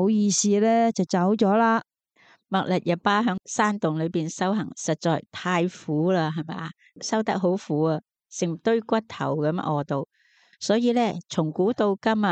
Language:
Cantonese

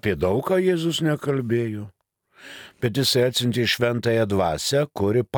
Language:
Lithuanian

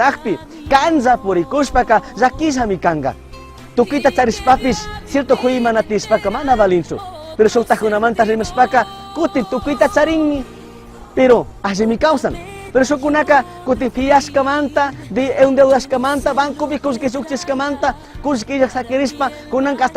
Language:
Chimborazo Highland Quichua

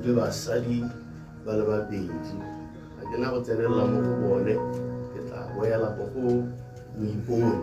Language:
Tswana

